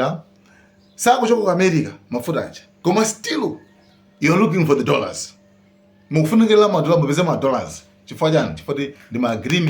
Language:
Nyanja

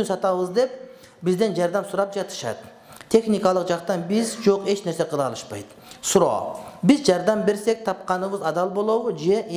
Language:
Kyrgyz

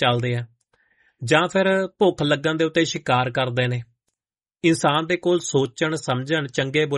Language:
Punjabi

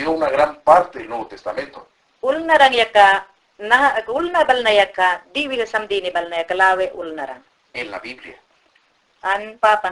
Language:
Mayangna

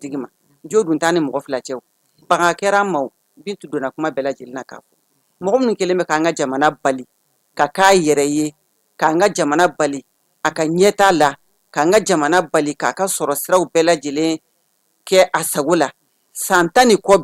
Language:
Bambara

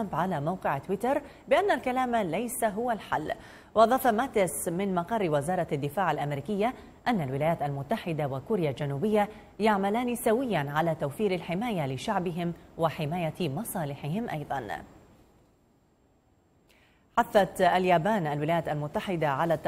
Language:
Arabic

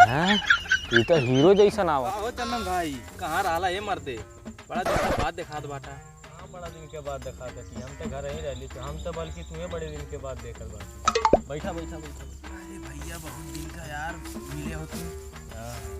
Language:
Awadhi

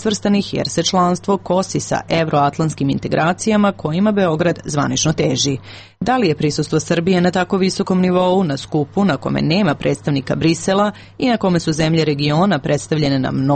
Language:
Serbian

